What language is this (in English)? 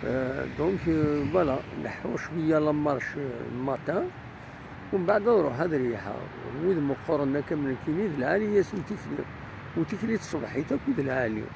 Kabyle